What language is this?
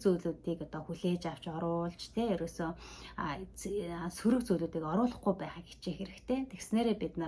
Mongolian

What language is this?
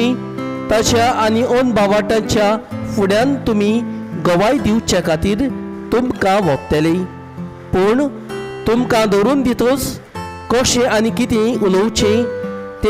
Konkani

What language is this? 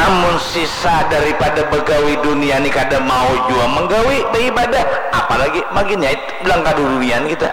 Banjar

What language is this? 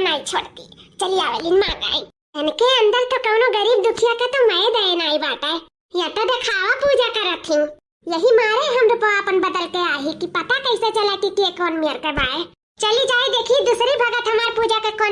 Awadhi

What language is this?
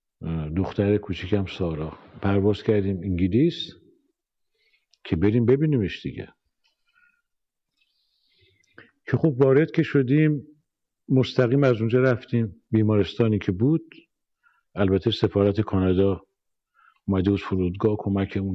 Persian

